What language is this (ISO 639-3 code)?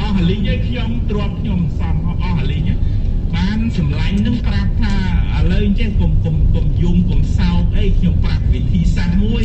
khm